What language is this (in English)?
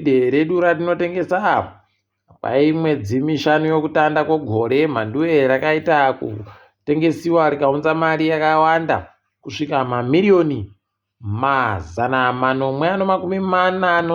Ndau